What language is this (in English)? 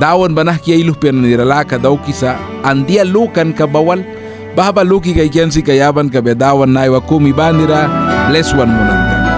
Mískito